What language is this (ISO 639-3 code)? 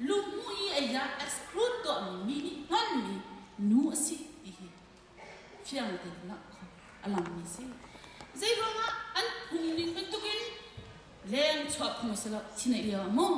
cnh